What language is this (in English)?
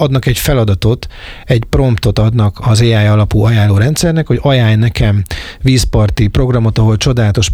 Hungarian